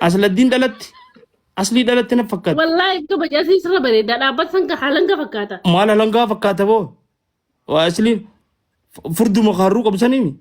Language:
Oromo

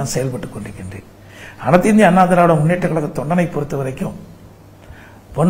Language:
Tamil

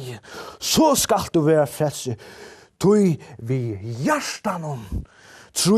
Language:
Faroese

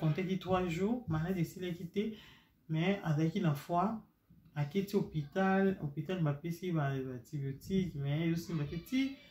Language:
Lingala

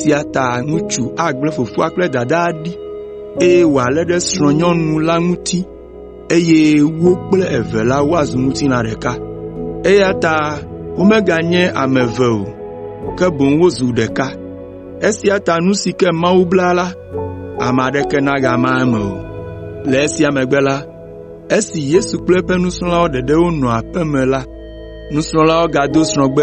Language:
Ewe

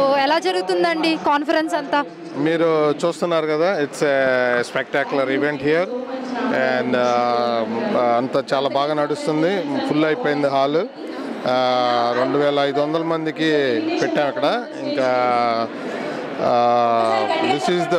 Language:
Telugu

